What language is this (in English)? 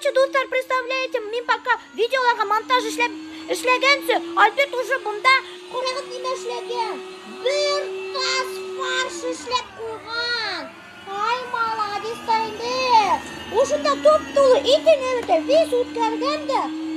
Bashkir